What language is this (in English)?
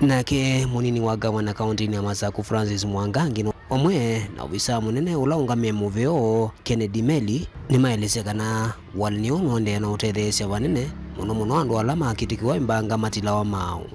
Kamba